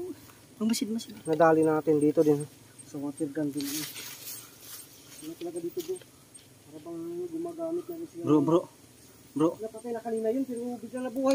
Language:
Filipino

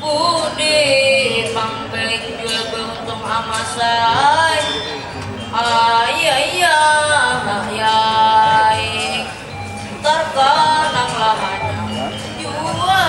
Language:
Banjar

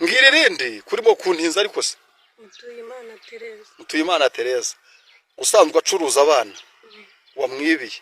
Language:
Kinyarwanda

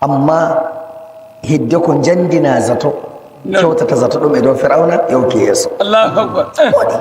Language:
Nigerian Fulfulde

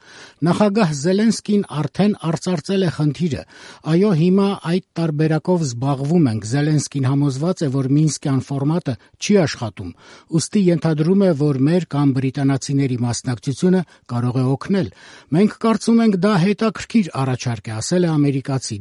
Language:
Armenian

